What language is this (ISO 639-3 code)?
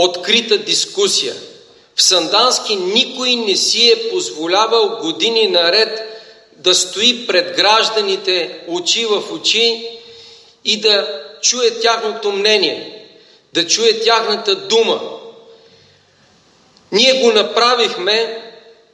bul